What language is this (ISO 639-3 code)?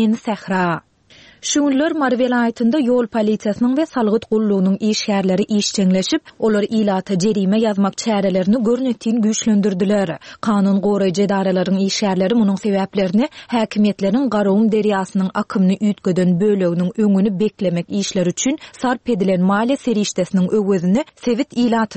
tuk